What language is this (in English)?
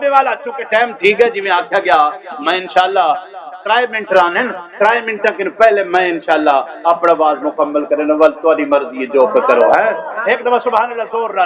Saraiki